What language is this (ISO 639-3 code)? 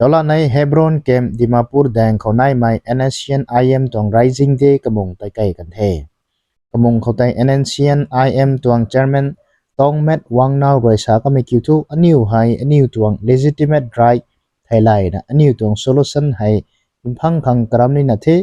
nbu